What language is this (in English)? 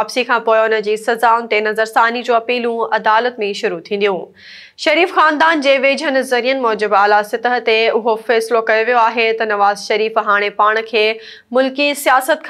Sindhi